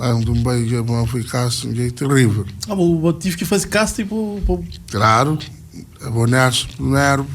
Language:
Kabuverdianu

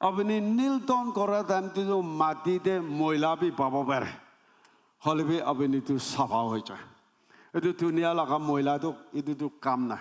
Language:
Naga Pidgin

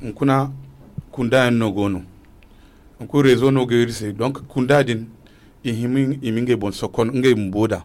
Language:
Zarma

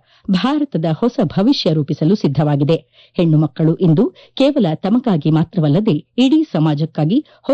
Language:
Kannada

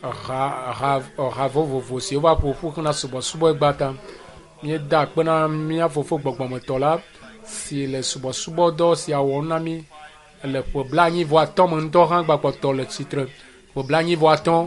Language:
Ewe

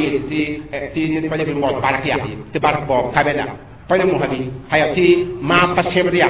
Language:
Mossi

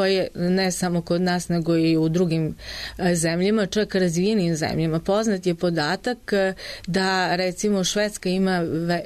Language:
Serbian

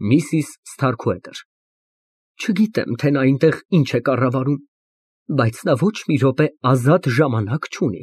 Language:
Armenian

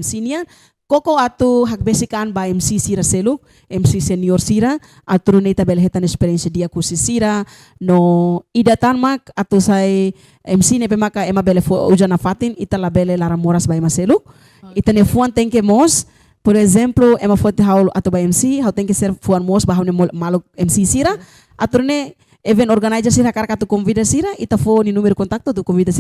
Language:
Tetum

